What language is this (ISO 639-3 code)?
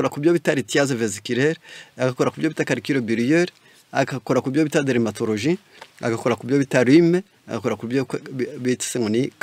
kin